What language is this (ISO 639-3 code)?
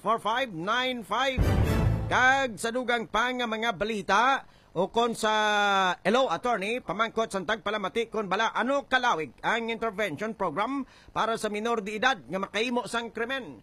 hil